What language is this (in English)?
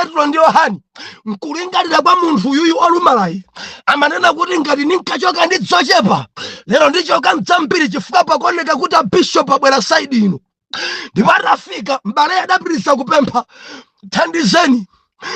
Nyanja